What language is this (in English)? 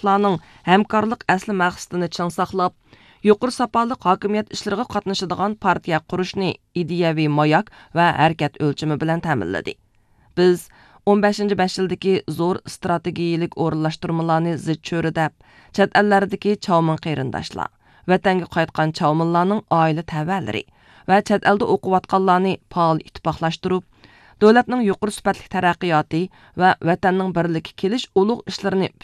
Uyghur